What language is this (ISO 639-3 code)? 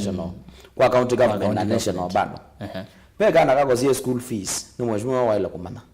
kam